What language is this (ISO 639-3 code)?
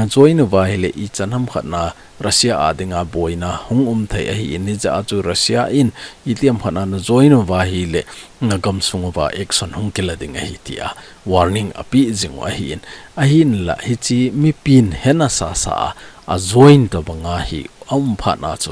tcz